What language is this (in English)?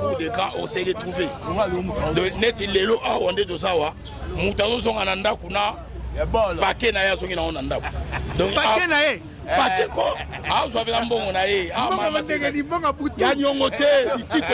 Lingala